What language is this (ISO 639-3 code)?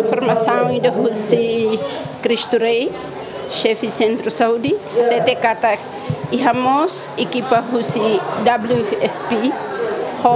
tet